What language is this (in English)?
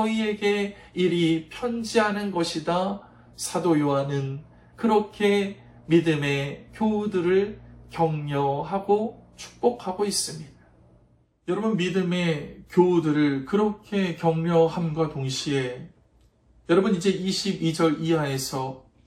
Korean